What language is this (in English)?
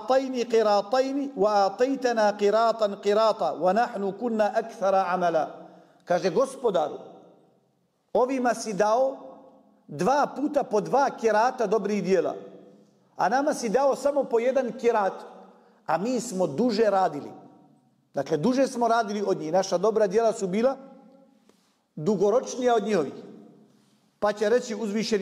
Bosnian